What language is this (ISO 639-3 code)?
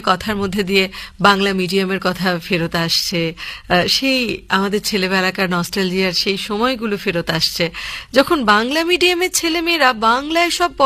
ben